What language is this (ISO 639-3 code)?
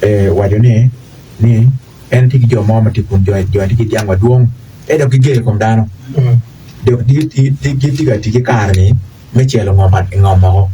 ach